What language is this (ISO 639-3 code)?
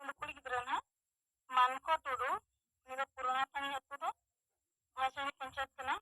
sat